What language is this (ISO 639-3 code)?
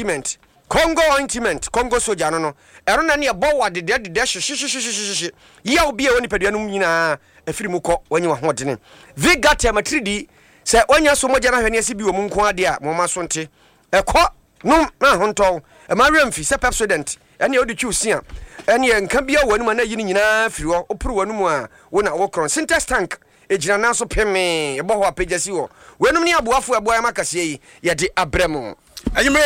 aka